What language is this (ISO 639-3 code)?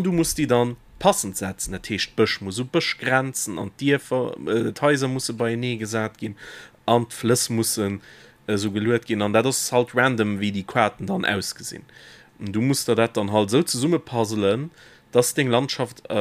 ltz